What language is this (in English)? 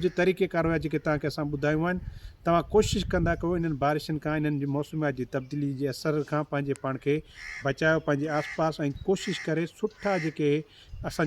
Sindhi